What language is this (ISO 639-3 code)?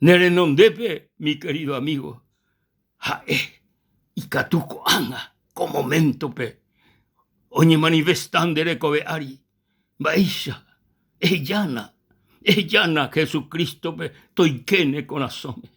grn